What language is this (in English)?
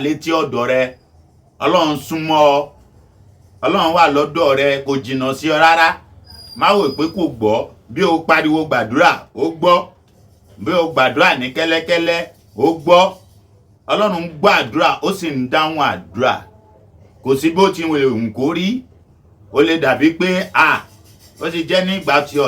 Yoruba